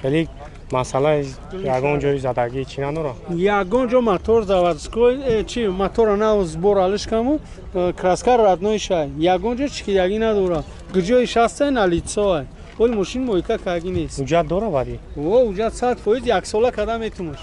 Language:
Tajik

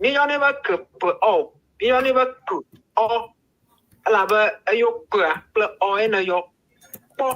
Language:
Ewe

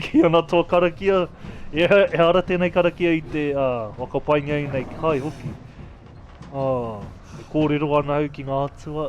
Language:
Māori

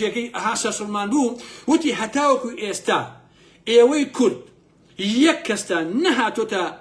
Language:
Central Kurdish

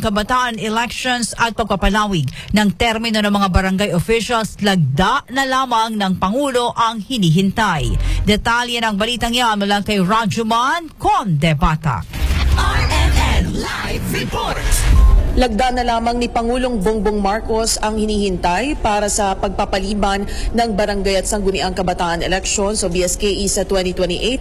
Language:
Filipino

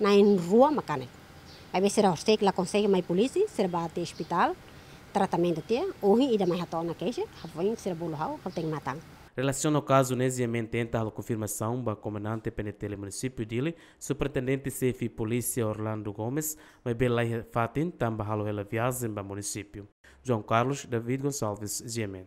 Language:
Tetum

